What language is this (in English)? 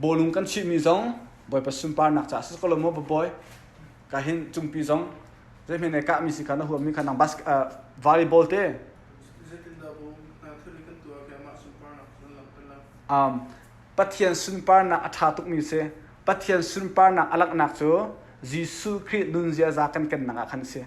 Hakha Chin